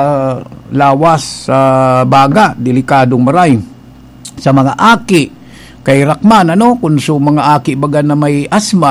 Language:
Bikol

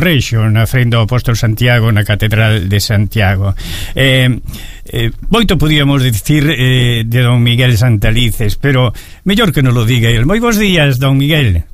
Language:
Galician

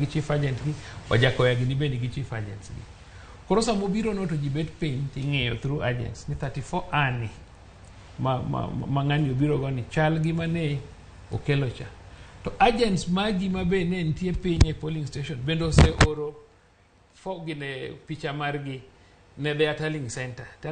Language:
Luo (Kenya and Tanzania)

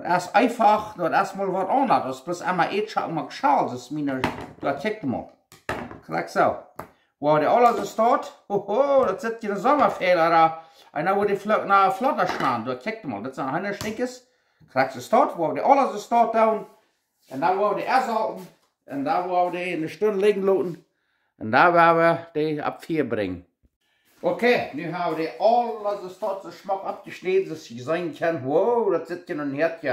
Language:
Plautdietsch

